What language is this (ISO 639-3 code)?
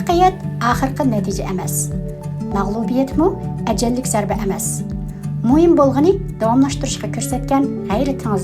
uig